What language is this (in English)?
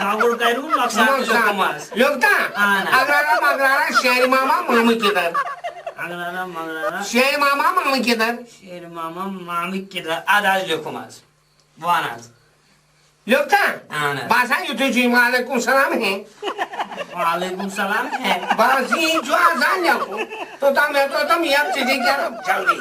Kashmiri